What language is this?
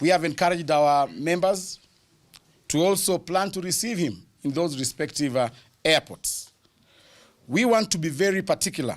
Kamba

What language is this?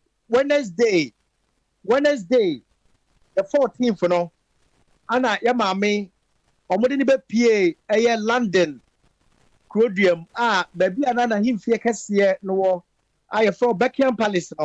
Akan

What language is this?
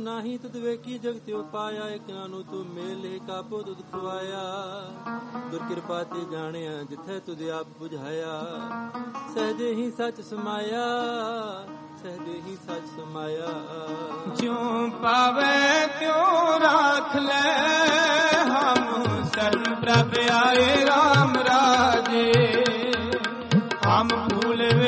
Punjabi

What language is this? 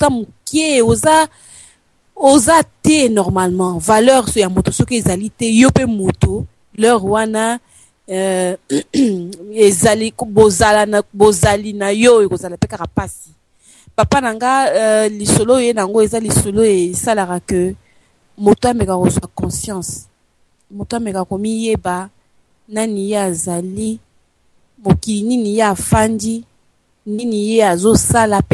Lingala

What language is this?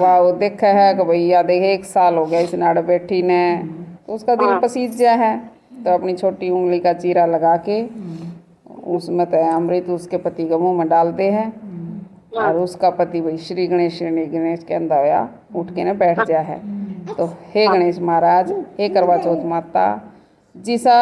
Haryanvi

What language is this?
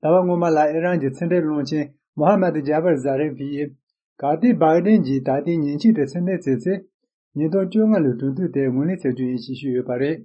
Tibetan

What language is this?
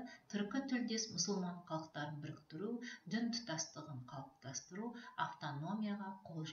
Kazakh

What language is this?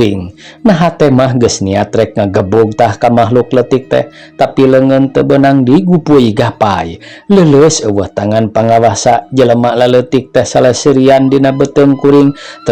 Sundanese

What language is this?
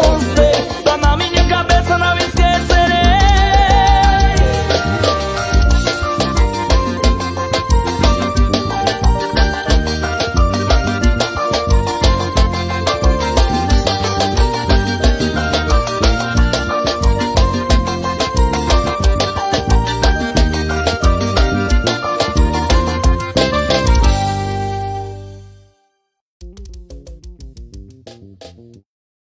Portuguese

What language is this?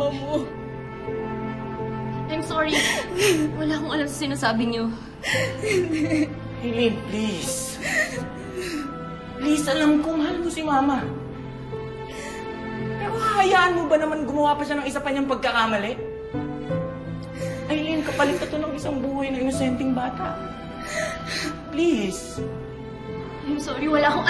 Filipino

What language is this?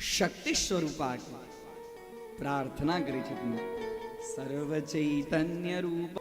Maithili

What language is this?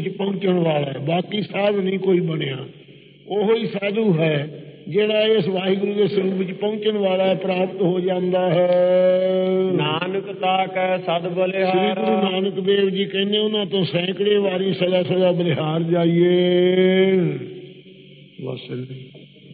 Punjabi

